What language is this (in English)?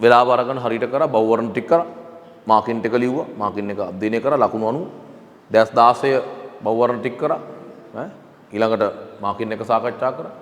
Sinhala